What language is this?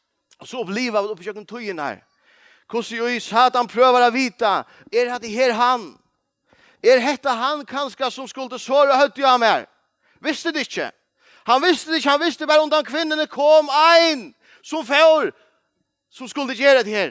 Faroese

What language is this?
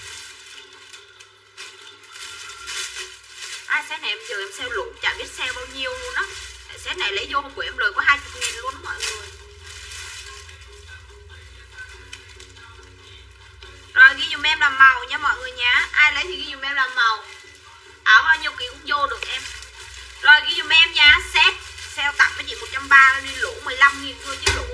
Vietnamese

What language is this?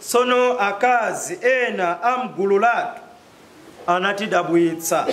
Nyanja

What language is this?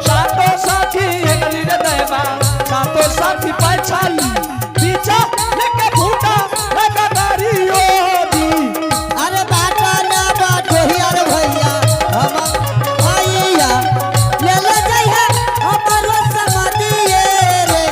Angika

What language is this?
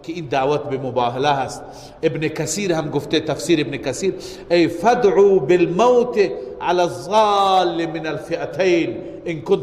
Persian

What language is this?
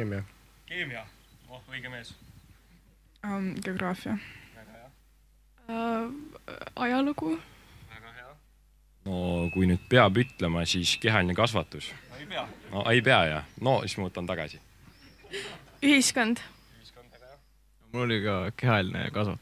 Estonian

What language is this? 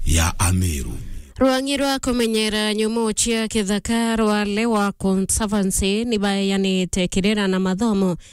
Meru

